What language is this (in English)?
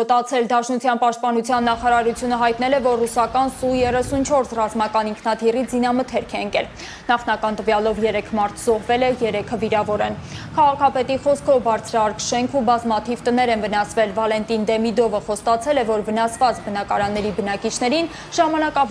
Armenian